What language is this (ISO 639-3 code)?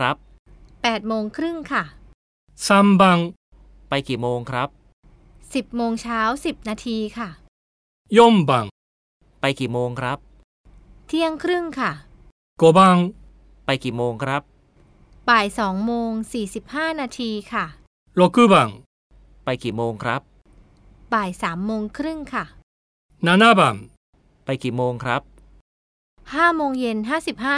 tha